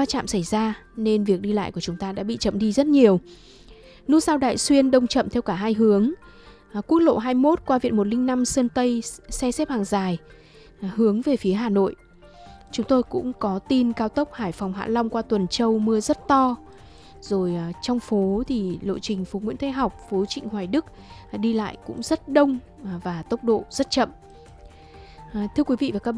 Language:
Vietnamese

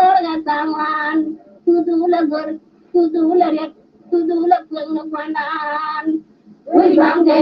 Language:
Nuer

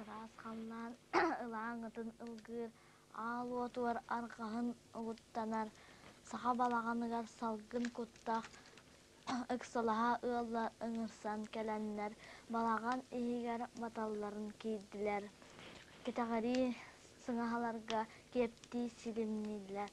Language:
Yakut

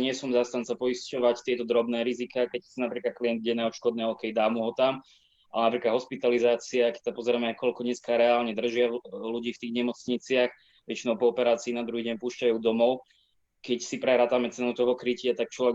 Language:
Slovak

